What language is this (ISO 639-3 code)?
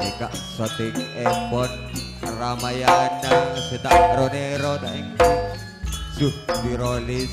mad